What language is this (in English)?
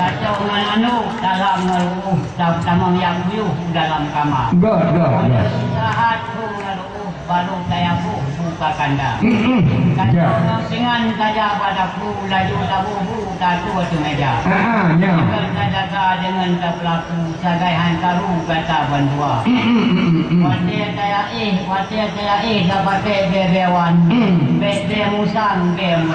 Achinese